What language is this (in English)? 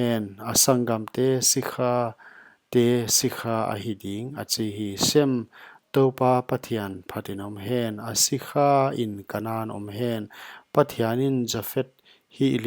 Paite Chin